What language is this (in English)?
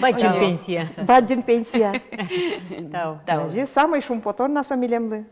Udmurt